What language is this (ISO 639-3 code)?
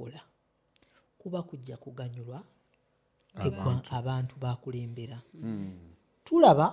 lug